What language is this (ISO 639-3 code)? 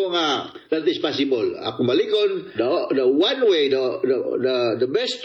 ceb